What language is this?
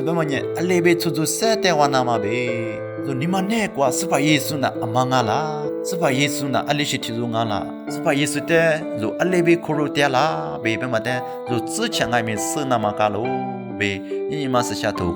Lisu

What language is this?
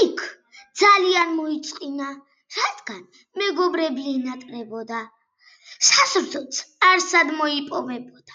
Georgian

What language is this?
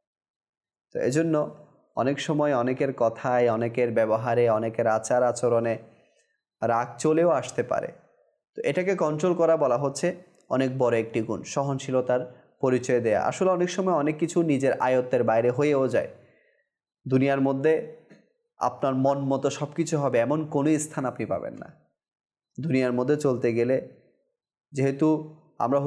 Bangla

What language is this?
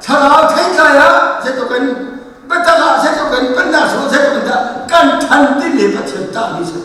Hakha Chin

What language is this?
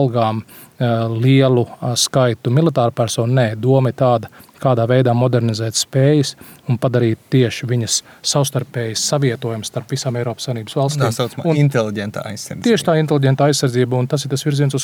Latvian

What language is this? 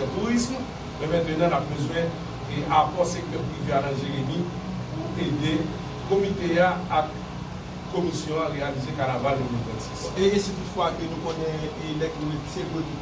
Haitian Creole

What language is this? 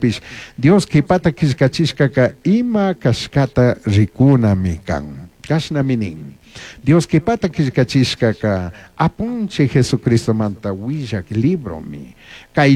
Chimborazo Highland Quichua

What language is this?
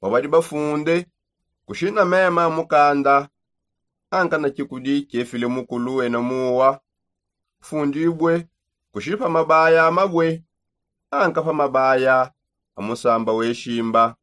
Songe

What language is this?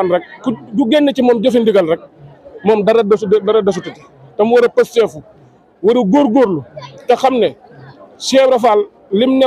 Wolof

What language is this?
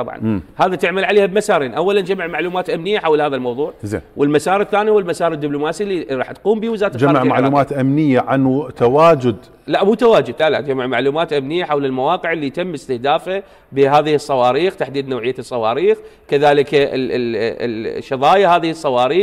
Mesopotamian Arabic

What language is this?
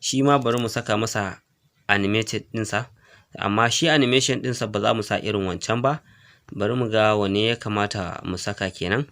Hausa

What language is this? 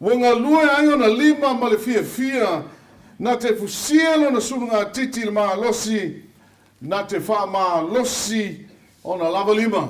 Samoan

